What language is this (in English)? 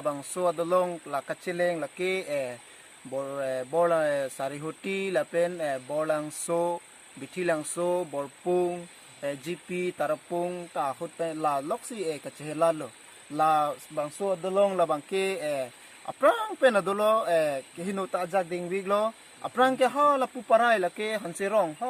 Karbi